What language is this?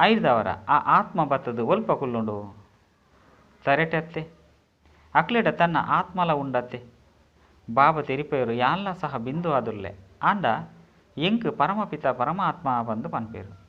Tulu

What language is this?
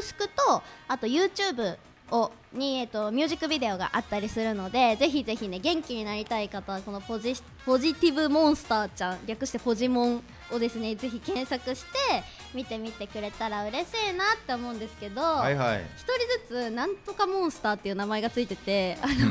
Japanese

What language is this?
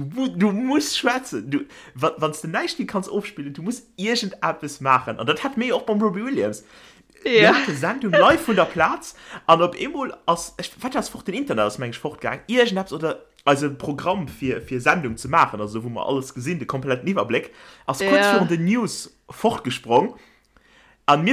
Luxembourgish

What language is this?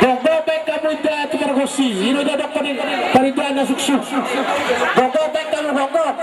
Batak Toba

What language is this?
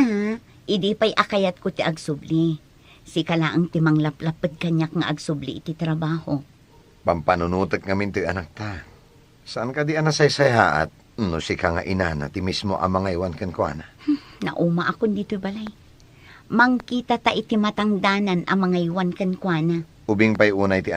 Iloko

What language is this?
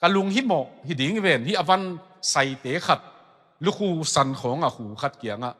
Tedim Chin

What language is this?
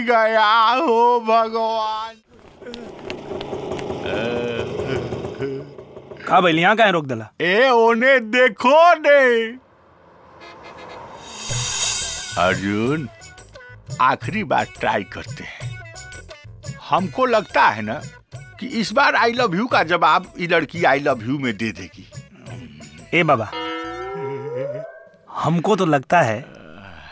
Bhojpuri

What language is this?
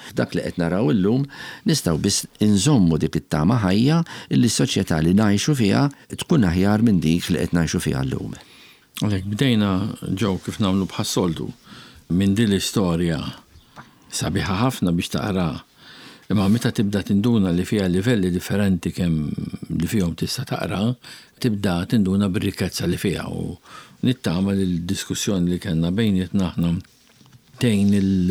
Maltese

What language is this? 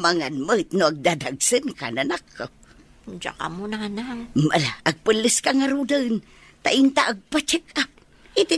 Iloko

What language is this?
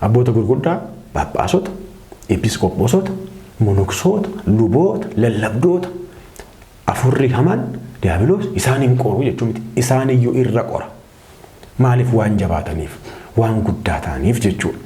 Oromo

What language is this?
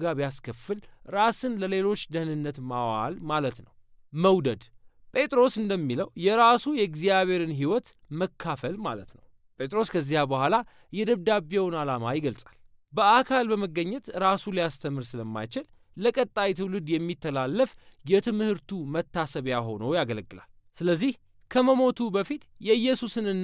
Amharic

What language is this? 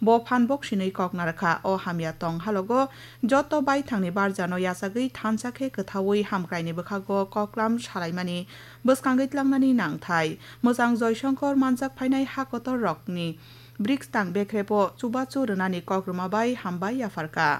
Kok Borok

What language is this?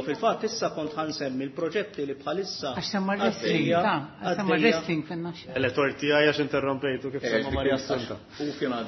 Maltese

